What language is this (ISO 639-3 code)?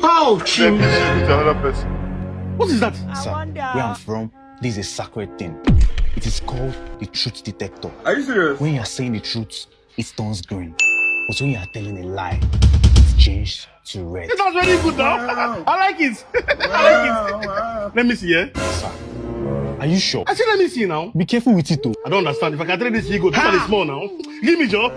pcm